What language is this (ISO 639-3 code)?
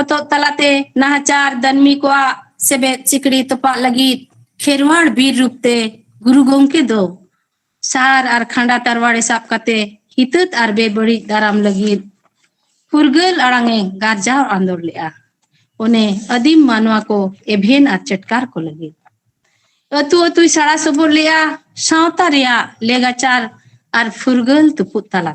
sat